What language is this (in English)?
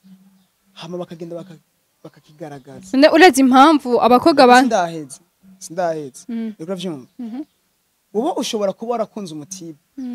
Rundi